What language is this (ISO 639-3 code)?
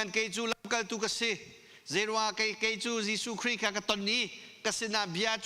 cnh